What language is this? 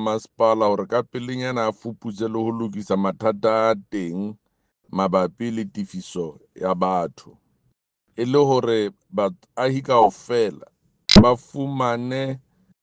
Southern Sotho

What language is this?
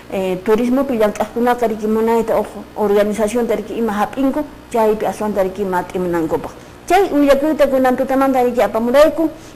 Quechua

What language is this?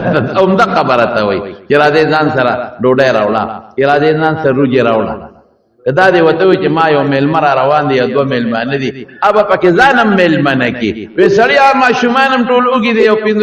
Pashto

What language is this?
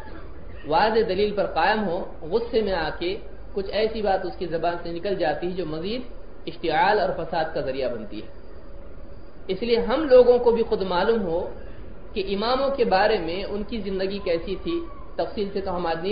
Urdu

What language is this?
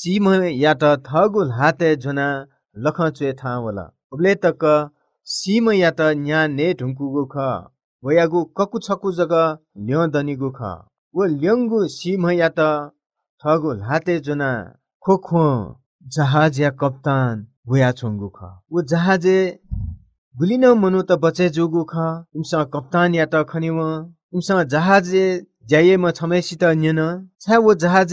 Newari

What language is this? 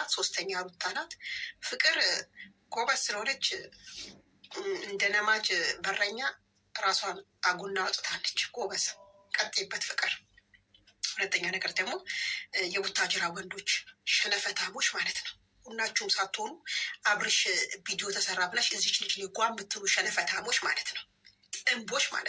Amharic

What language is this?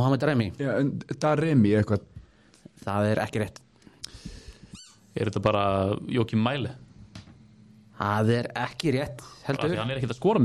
Icelandic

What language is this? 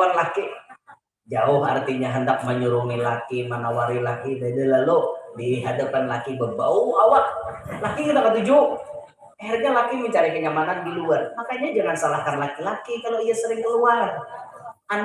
Banjar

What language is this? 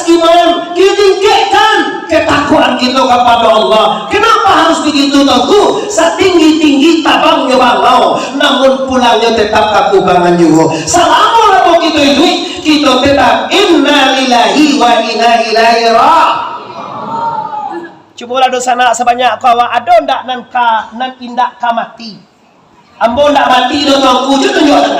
Minangkabau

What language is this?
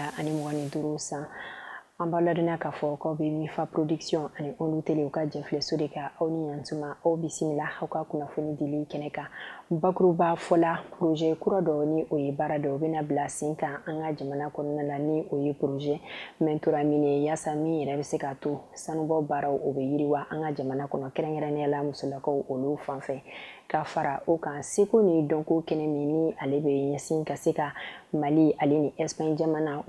Bambara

